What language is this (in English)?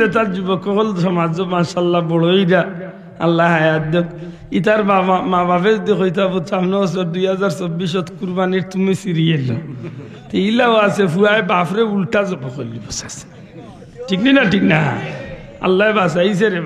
Sylheti